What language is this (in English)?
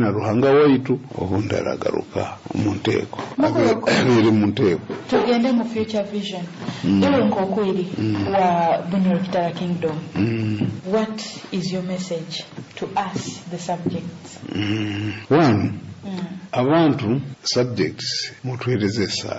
Nyoro